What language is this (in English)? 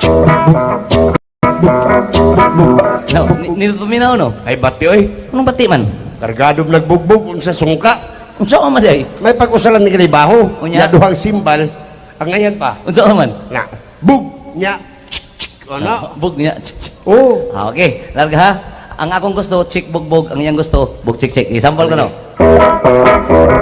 Cebuano